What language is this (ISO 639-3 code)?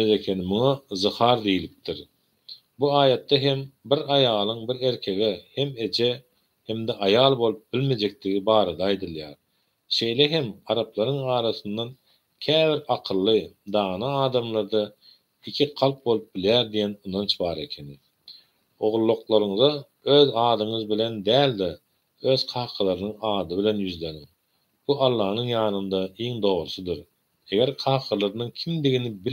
tuk